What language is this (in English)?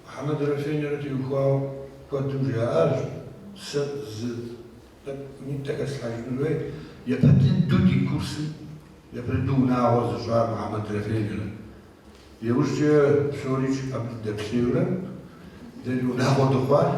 Kabardian